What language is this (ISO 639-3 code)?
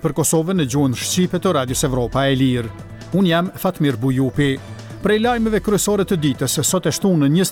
sqi